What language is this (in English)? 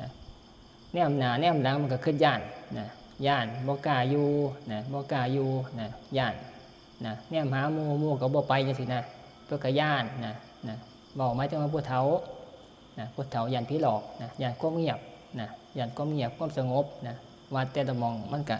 Northeastern Thai